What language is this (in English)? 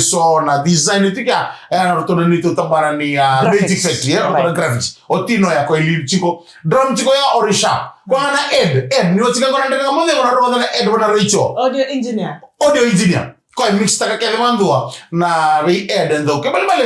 Fijian